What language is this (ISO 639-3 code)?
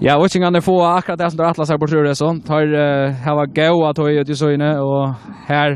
fao